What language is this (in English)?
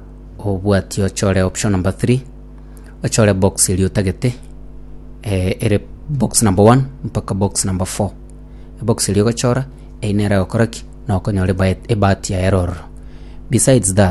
Gusii